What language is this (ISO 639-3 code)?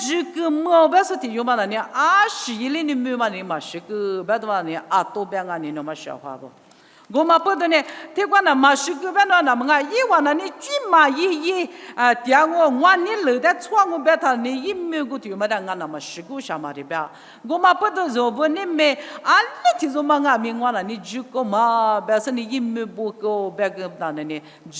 lis